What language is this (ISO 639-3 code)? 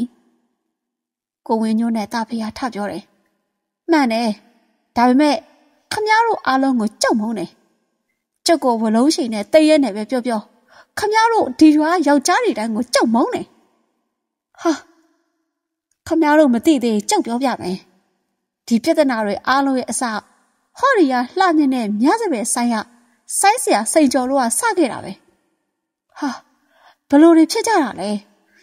mya